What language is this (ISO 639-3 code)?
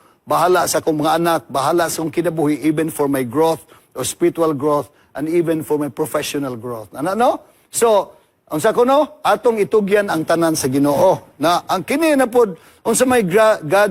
ceb